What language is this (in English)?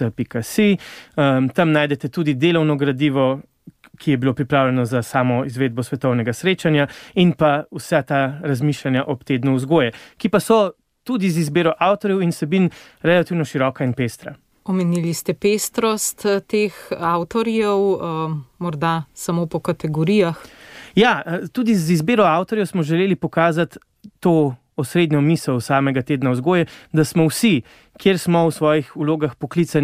Slovenian